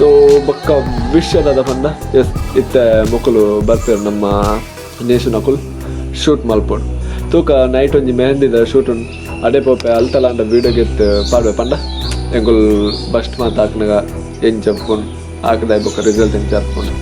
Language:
Tulu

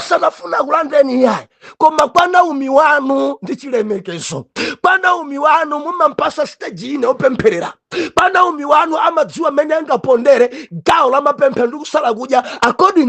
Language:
Nyanja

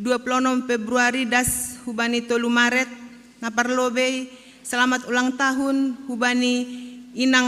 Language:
Batak Simalungun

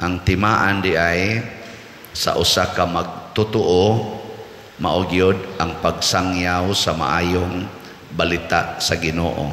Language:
Cebuano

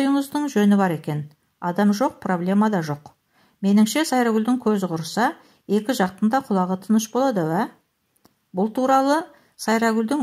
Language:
Kazakh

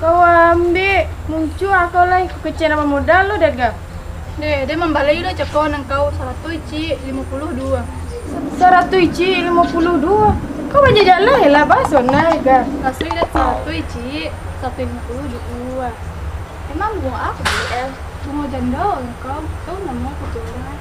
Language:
Minangkabau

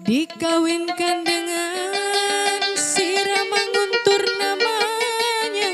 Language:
Banjar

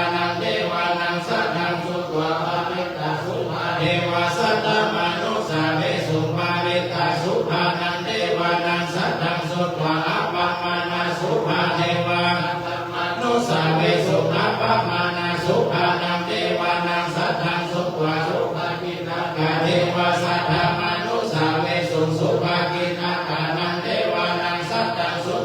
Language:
Pali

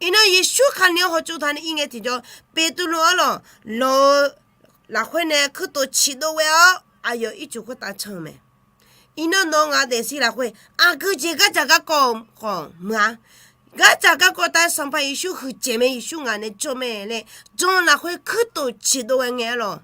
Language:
Akha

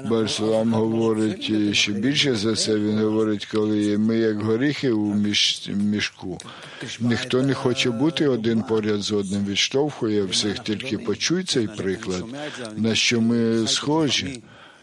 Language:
Ukrainian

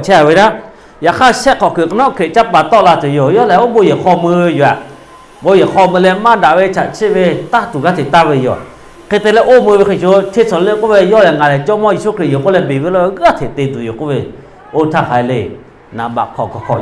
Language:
Lahu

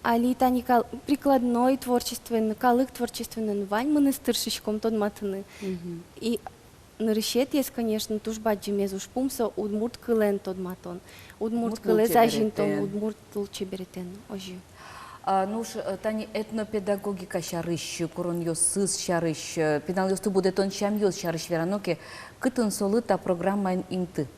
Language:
Udmurt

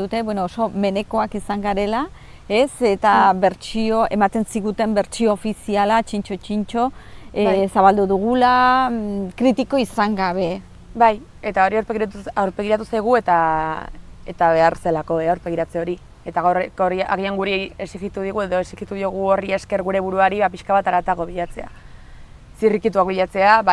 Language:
Basque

